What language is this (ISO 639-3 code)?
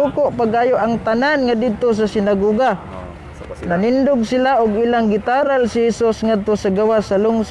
ceb